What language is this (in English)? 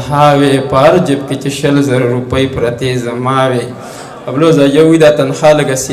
Pashto